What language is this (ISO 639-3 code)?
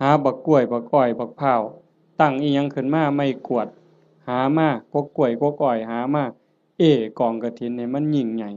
tts